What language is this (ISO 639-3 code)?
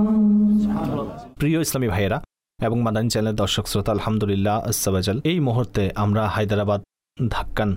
ben